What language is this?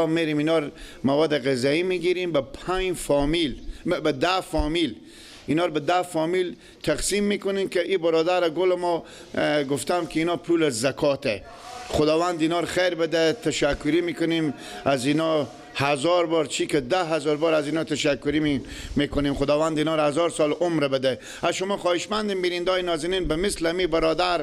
Persian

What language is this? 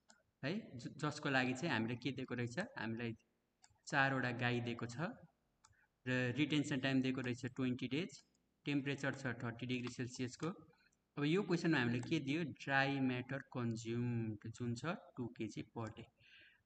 Nepali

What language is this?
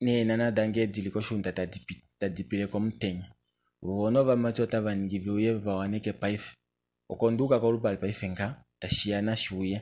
Kuanyama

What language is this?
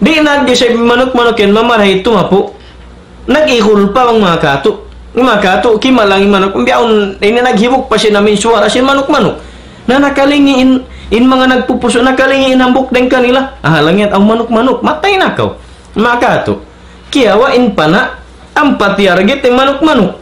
Tausug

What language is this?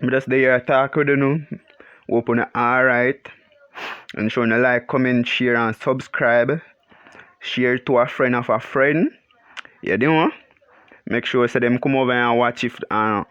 Jamaican Creole English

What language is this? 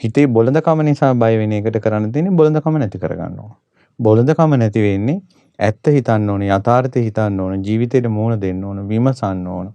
Sinhala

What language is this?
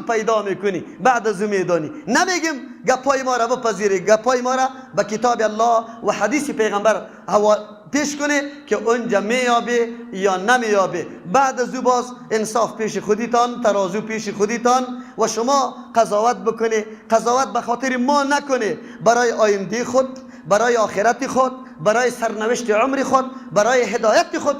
Persian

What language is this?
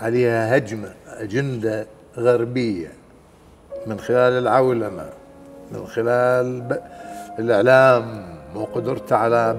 Mesopotamian Arabic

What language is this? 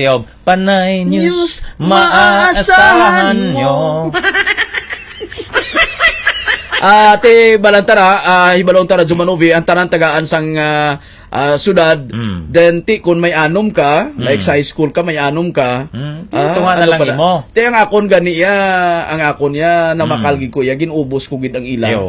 Hiligaynon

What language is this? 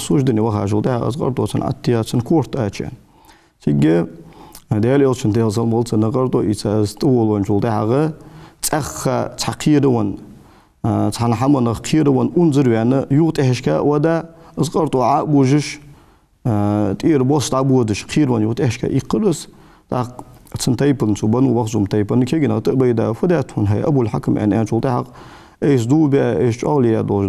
Ingush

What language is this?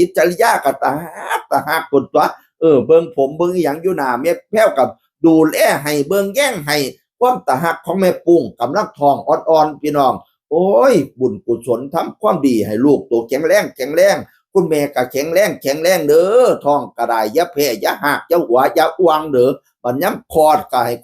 Northeastern Thai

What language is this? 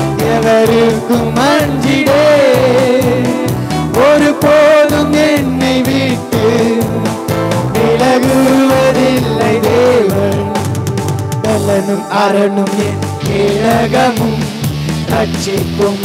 Tamil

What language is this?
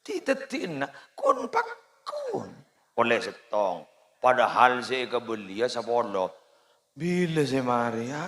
Madurese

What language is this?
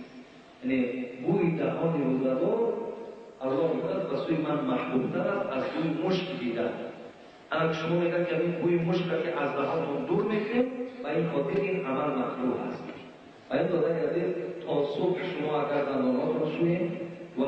Tajik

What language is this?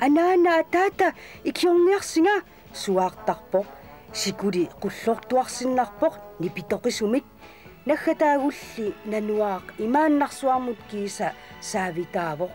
Kalaallisut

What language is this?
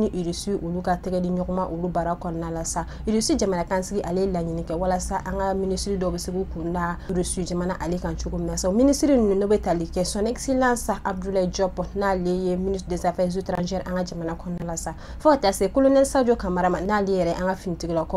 Bambara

